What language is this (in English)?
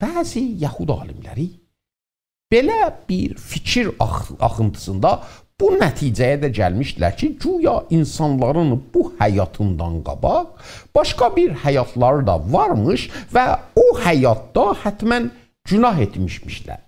South Azerbaijani